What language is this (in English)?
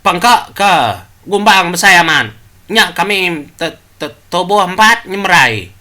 Iban